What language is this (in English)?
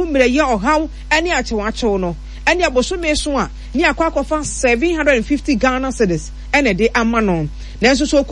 Akan